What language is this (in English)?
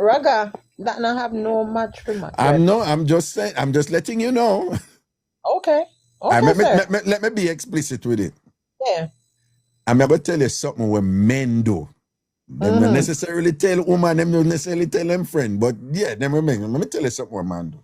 Jamaican Creole English